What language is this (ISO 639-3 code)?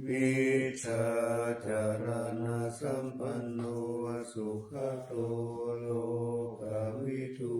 pli